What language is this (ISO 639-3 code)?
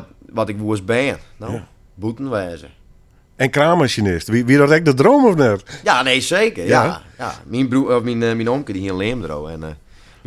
fry